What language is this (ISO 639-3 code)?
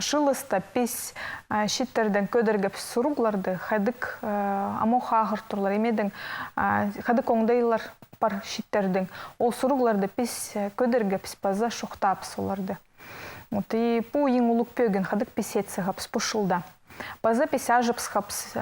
kjh